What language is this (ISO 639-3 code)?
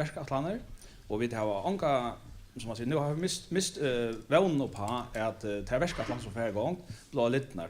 fao